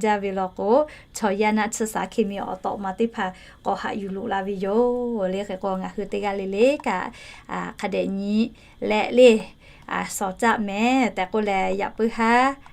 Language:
Lahu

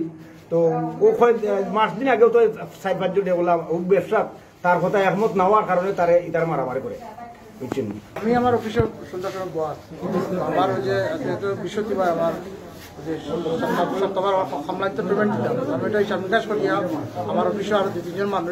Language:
Sylheti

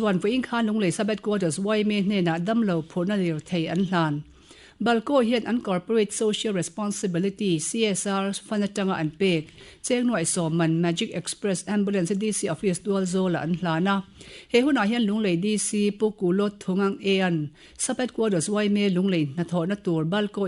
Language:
Mizo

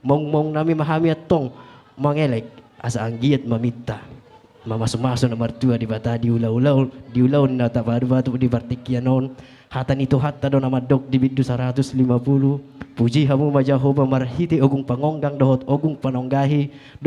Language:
Batak Toba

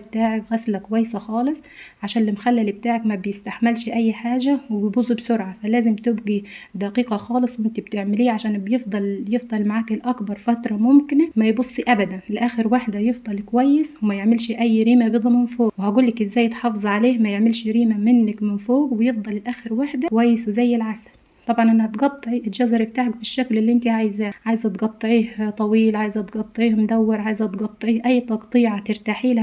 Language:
Egyptian Arabic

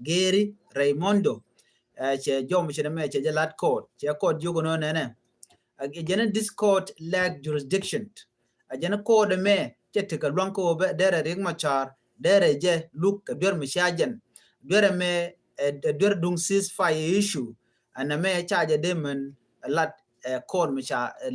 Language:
Nuer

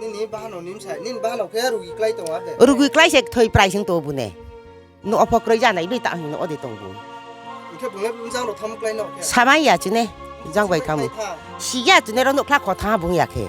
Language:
Riang (India)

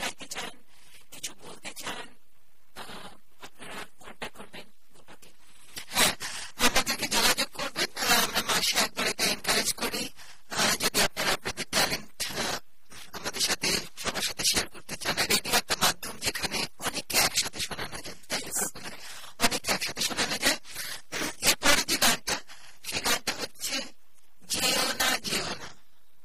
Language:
Bangla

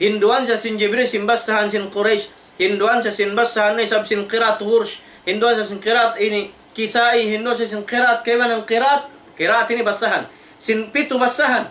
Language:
Tausug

